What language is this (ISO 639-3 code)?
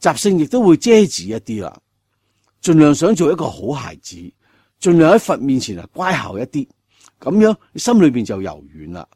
yue